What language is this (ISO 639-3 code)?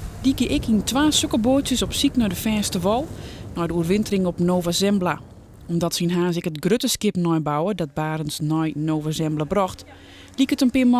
fry